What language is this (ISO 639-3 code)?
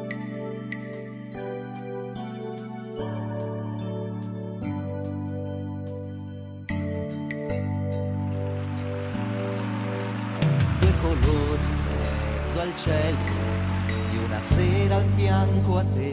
ita